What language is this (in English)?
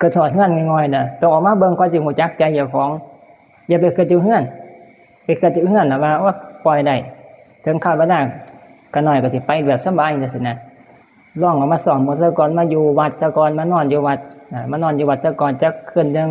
Northeastern Thai